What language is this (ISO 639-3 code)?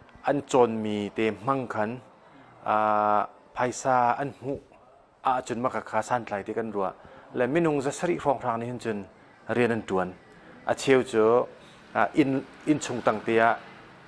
cnh